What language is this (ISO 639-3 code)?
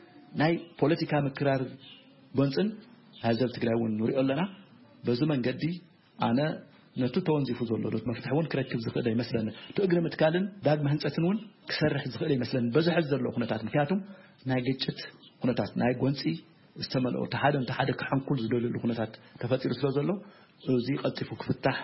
tir